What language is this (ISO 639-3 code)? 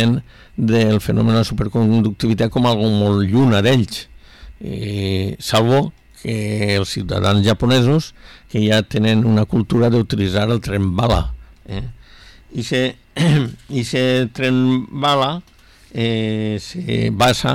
cat